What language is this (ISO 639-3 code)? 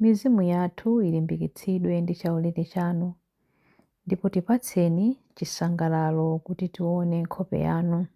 nya